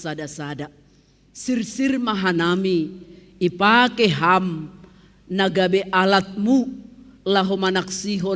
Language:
Batak Simalungun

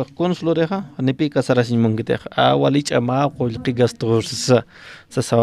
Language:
Aymara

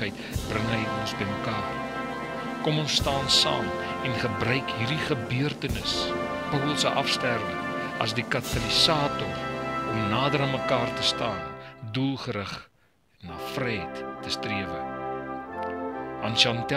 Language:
Afrikaans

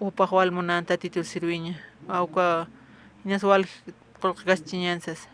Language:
Aymara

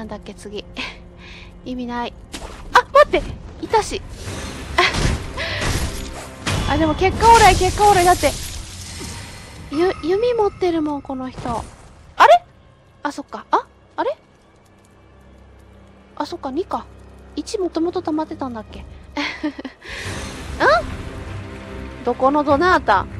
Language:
Japanese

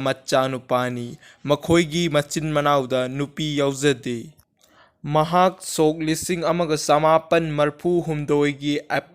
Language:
Manipuri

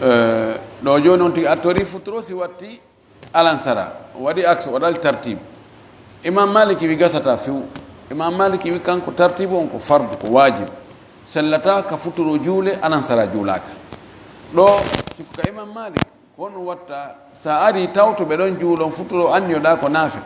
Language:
Fula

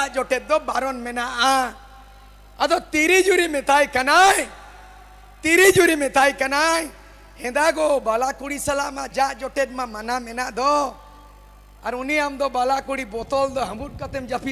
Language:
Santali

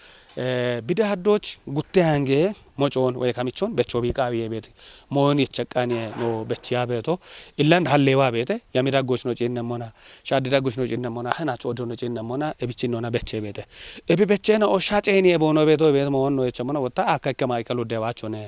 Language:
Kafa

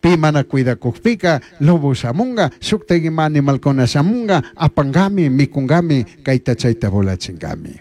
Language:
Chimborazo Highland Quichua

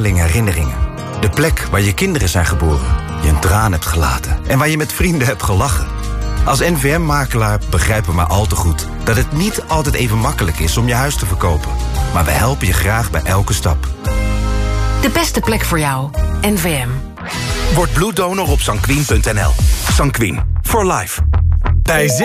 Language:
Dutch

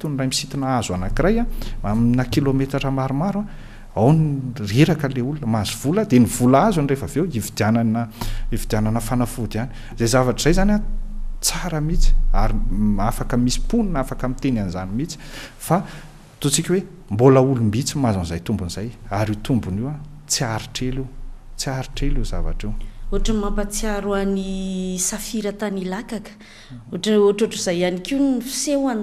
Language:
Malagasy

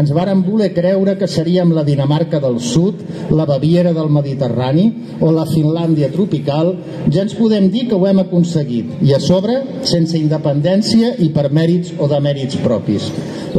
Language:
Catalan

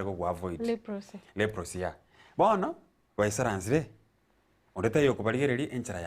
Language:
Gusii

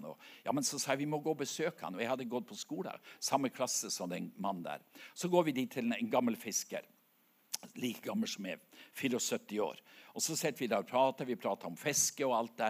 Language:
Norwegian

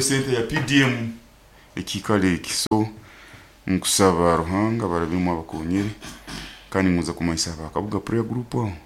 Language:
Nyoro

